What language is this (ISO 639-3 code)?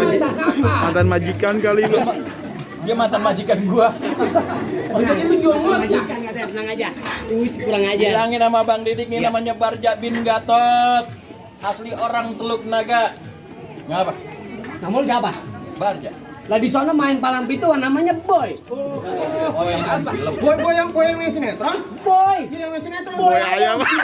bew